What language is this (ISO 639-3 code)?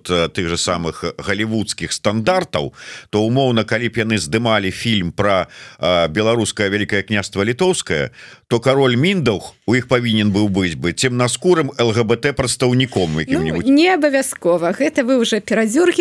bel